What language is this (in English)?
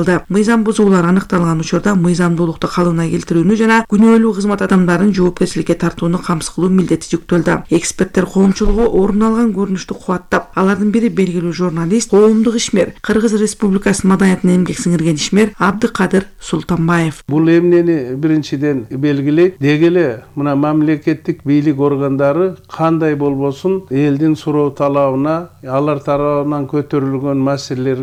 Kyrgyz